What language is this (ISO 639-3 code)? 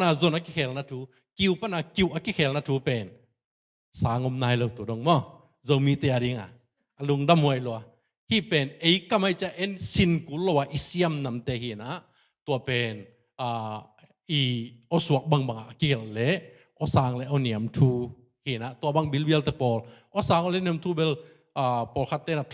ctd